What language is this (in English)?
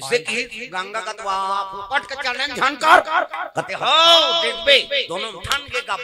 Chhattisgarhi